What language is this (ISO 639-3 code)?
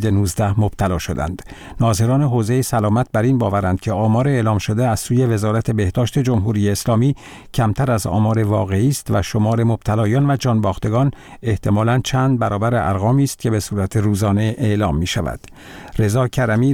fas